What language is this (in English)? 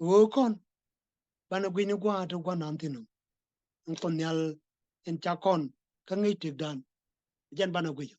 Nuer